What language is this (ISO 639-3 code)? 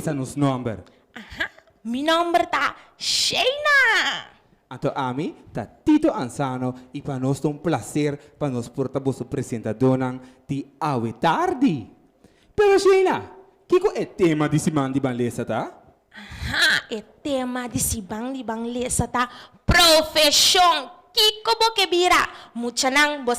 pap